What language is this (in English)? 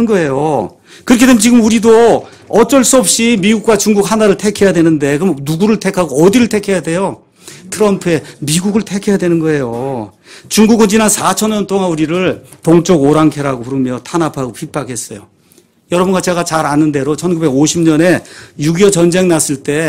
Korean